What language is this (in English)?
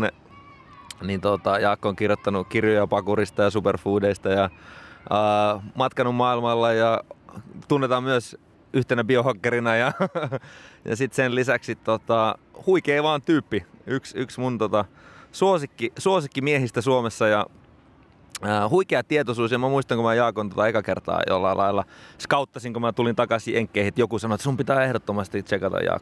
Finnish